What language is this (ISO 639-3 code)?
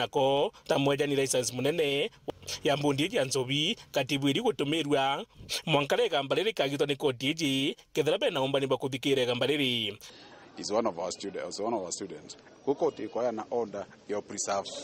mer